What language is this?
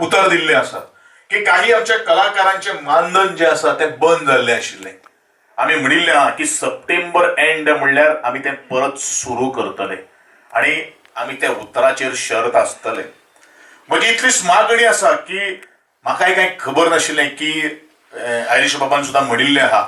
Konkani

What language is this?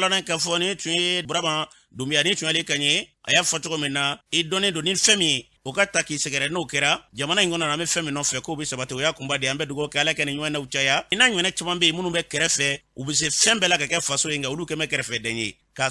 Bambara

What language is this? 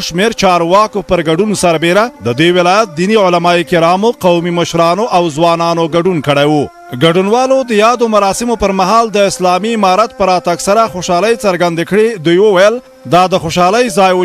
Pashto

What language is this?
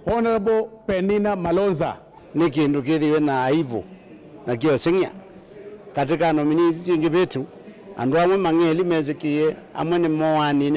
Kamba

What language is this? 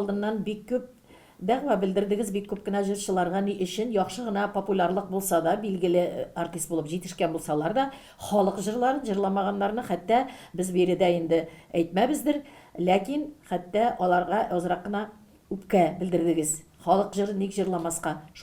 Tatar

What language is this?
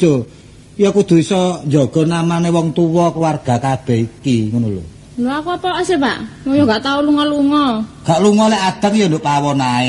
Javanese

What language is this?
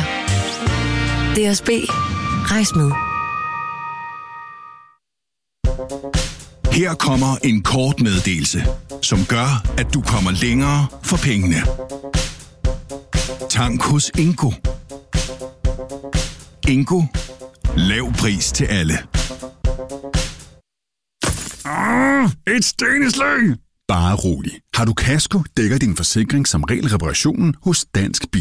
Danish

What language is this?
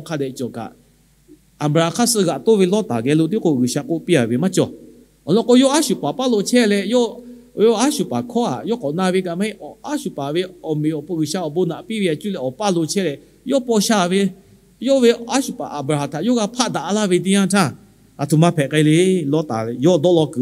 Lahu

